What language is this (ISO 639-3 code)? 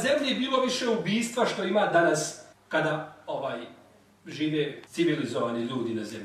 bos